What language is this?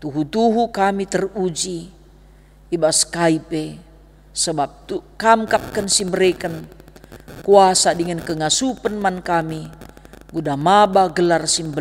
Batak Karo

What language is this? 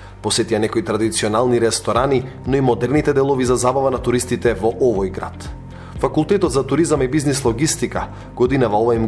Macedonian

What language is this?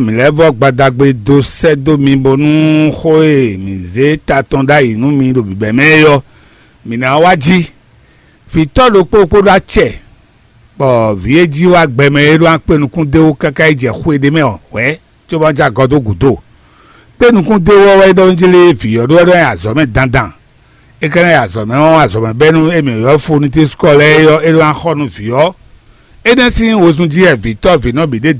Fon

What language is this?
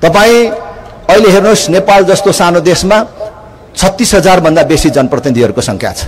Nepali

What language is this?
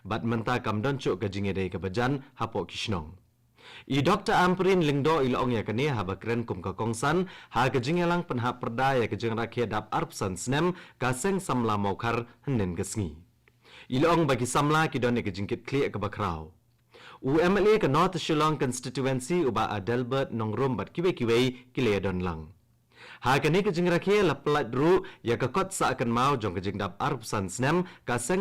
Khasi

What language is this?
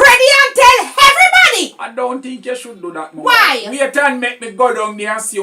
Jamaican Creole English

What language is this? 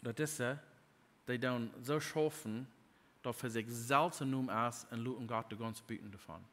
Plautdietsch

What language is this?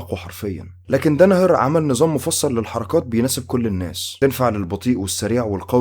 Egyptian Arabic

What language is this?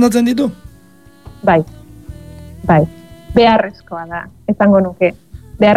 Basque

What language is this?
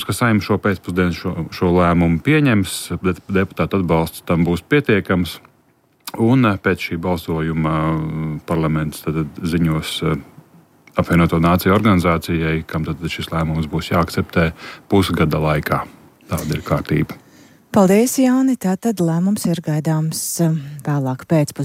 Latvian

